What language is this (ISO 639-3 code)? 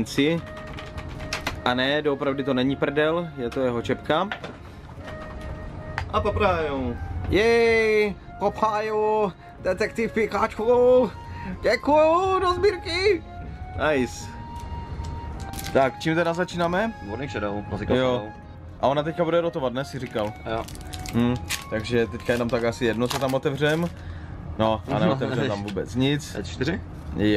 ces